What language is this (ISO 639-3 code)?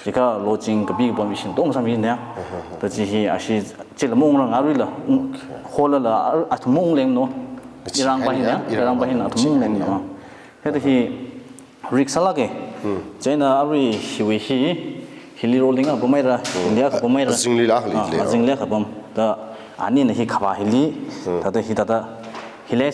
nmf